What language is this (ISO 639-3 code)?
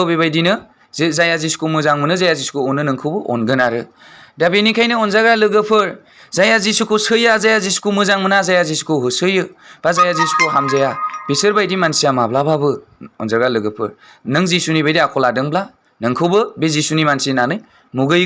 brx